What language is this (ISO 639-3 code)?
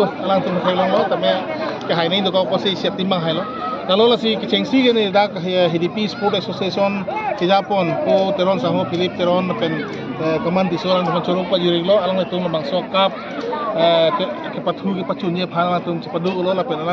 mjw